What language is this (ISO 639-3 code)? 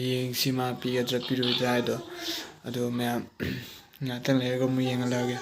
mni